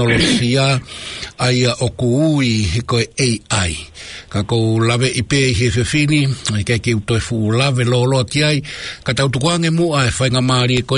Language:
Tongan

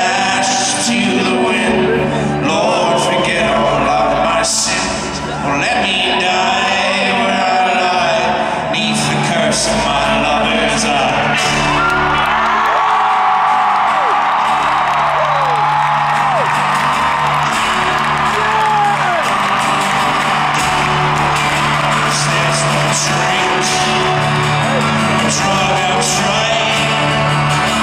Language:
English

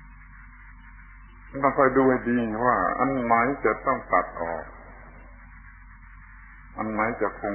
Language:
Thai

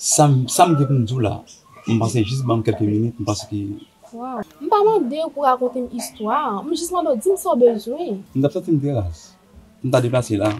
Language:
Haitian Creole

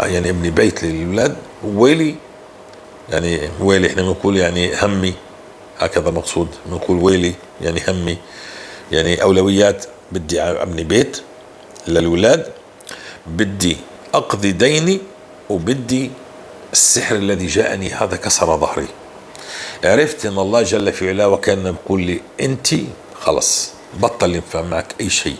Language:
North Levantine Arabic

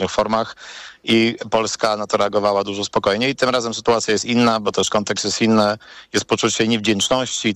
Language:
Polish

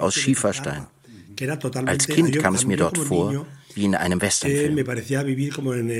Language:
German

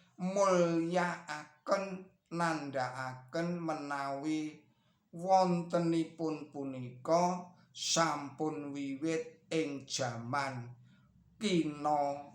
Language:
Javanese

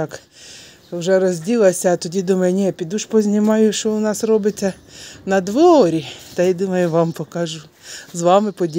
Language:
Ukrainian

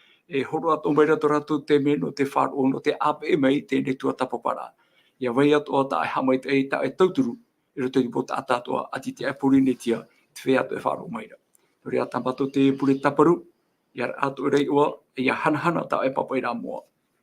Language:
Tahitian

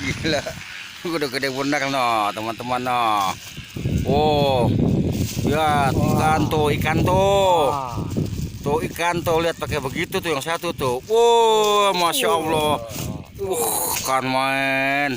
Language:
Betawi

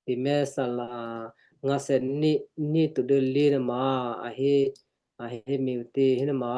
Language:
Western Kayah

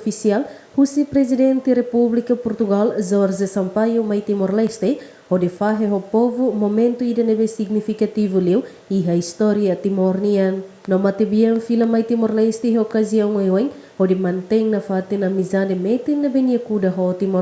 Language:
Tetum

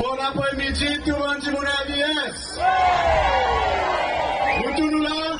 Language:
Seselwa Creole French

